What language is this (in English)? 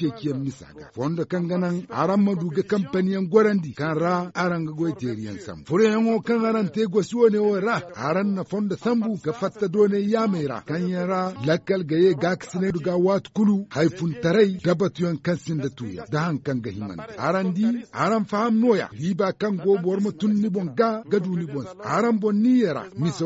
Zarma